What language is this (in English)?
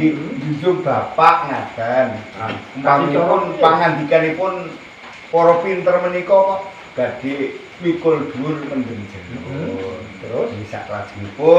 Javanese